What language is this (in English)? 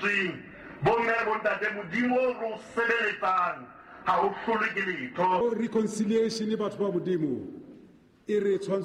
Southern Sotho